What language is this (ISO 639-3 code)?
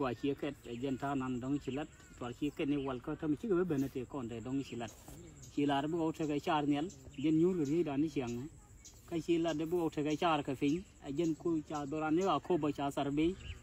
nus